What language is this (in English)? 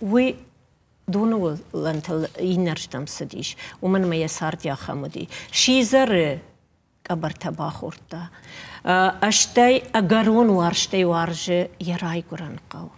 Ossetic